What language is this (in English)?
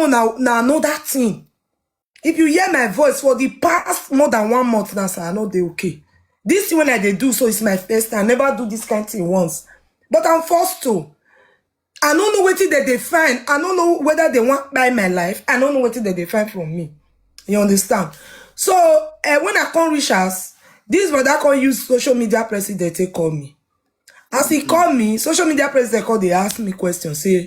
Nigerian Pidgin